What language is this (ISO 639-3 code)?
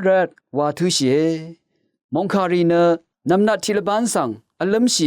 raw